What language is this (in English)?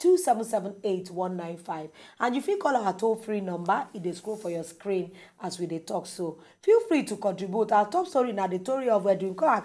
Nigerian Pidgin